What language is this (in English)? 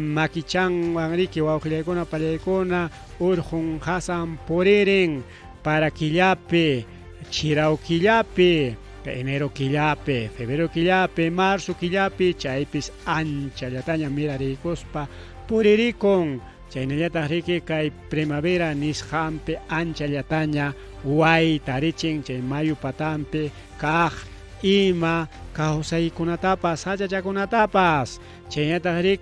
Ayacucho Quechua